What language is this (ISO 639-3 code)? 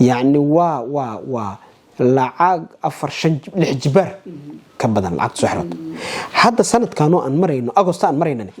som